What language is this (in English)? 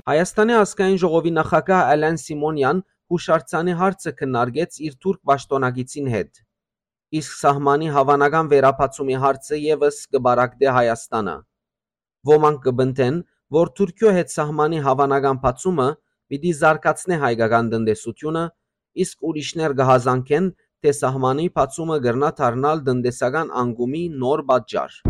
Western Armenian